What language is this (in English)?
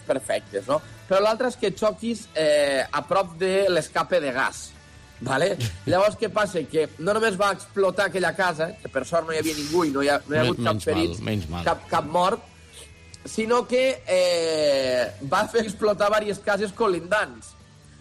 Catalan